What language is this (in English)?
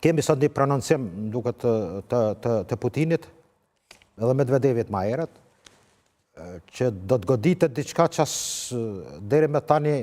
Albanian